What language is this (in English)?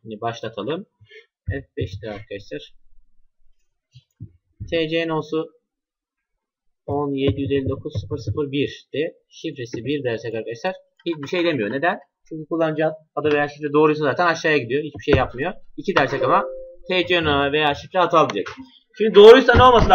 Turkish